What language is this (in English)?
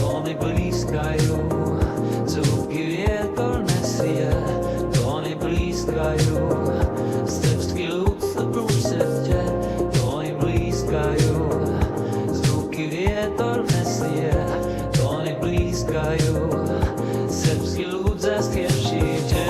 Upper Sorbian